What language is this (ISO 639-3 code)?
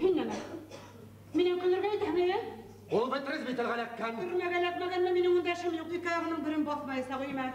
bak